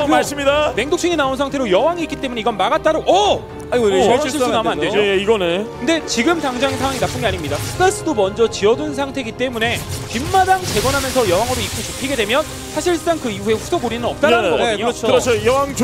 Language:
Korean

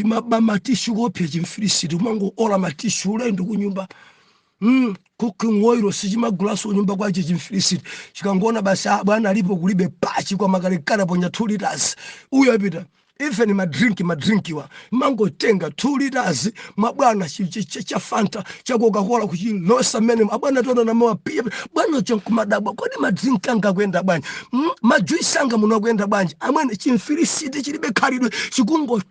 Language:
Nyanja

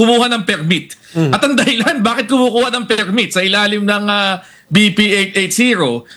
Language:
Filipino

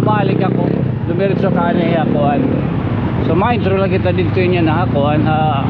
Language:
Waray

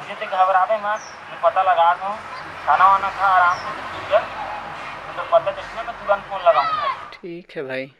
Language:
Chhattisgarhi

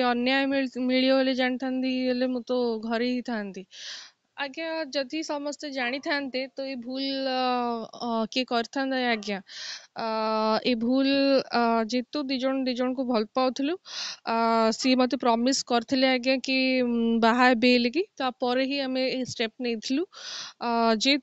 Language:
Odia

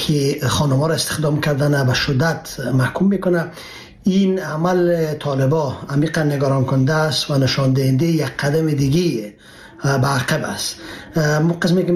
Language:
Persian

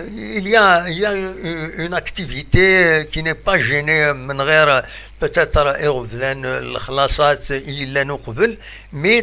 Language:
Kabyle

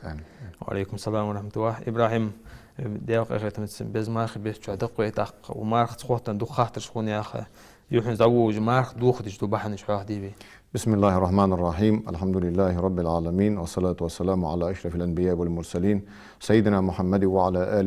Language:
Ingush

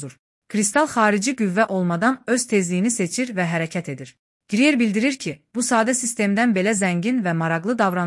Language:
Azerbaijani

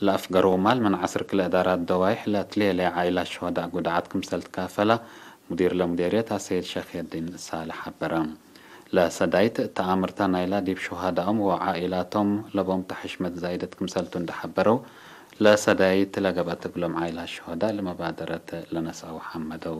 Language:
Tigre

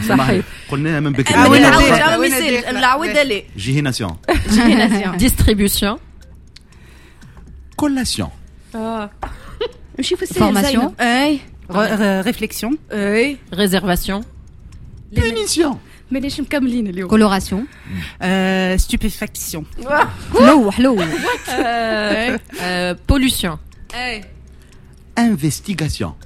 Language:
Tunisian Arabic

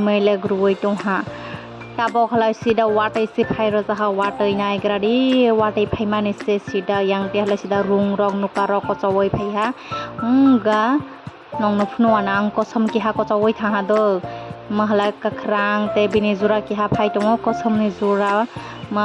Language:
Kok Borok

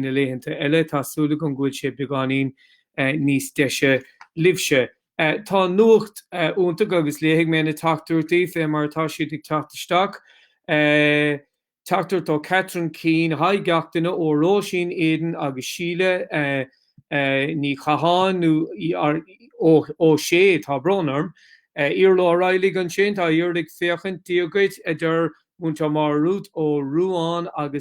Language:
Irish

